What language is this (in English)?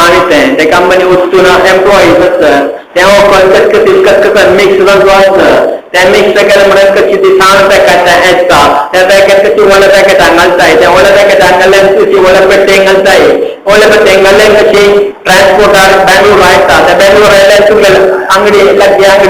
Konkani